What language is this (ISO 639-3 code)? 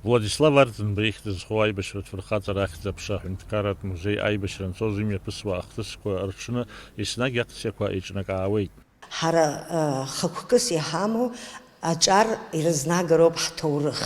abk